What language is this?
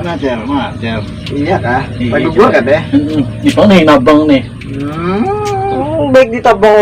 Banjar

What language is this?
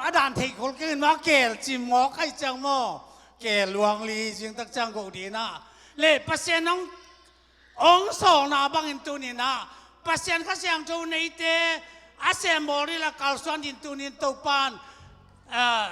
Tedim Chin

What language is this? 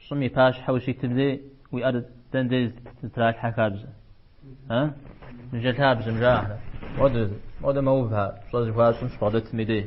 Kabardian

